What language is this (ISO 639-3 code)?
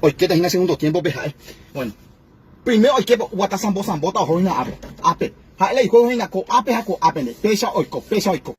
grn